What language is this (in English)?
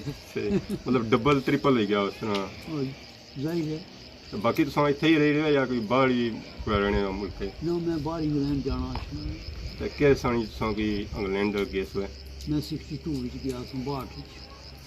Pahari-Potwari